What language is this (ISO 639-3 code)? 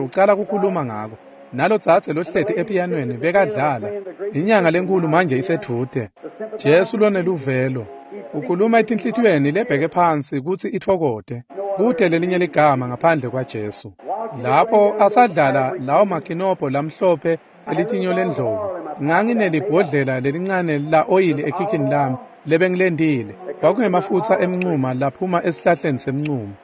ssw